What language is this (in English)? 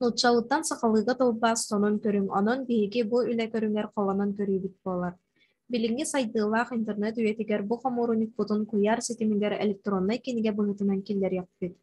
Yakut